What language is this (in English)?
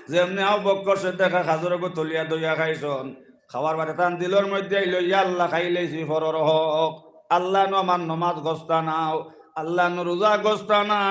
Sylheti